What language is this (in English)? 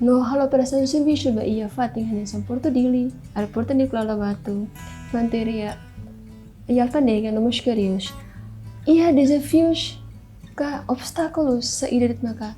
Tetum